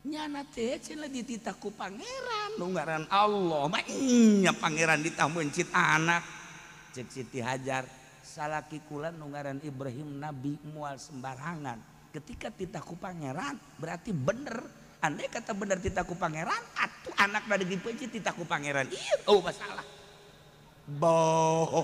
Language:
Sundanese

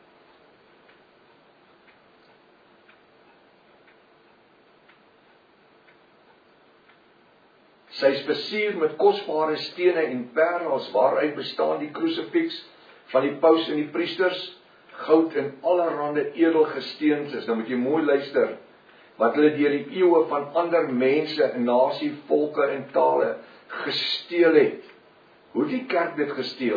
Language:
Afrikaans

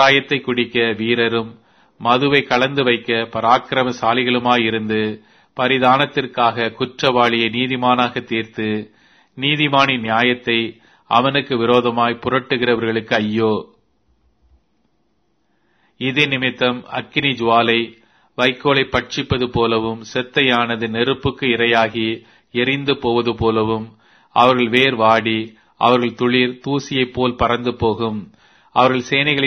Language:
Tamil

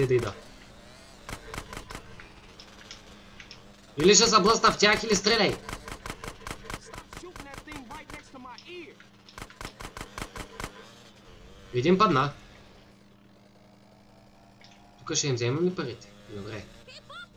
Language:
Bulgarian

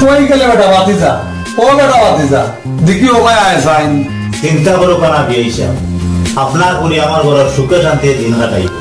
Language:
Sylheti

